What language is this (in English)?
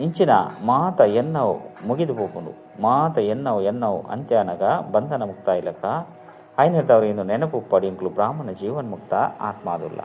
Tulu